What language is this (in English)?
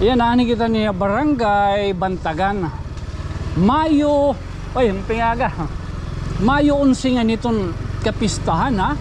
Waray